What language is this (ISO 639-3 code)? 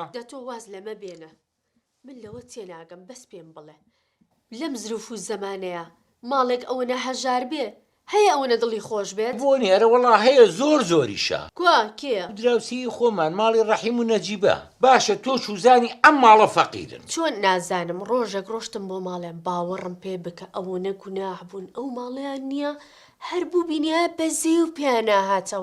ckb